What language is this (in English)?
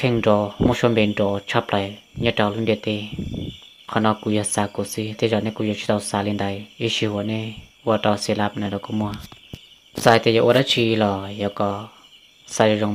Hmong